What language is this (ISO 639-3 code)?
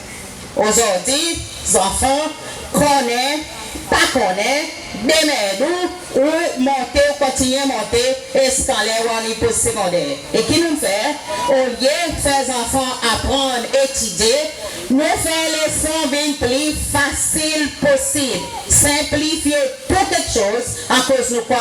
crs